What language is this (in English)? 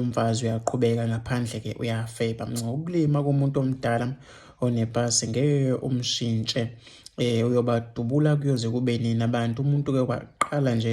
Zulu